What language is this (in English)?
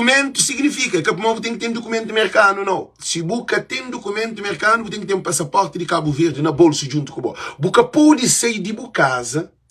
Kabuverdianu